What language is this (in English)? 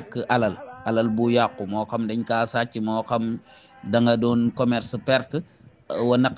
Wolof